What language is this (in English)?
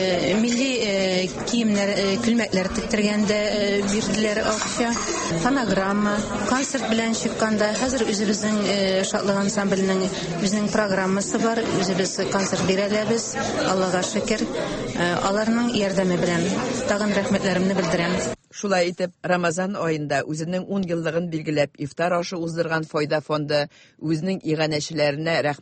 Tatar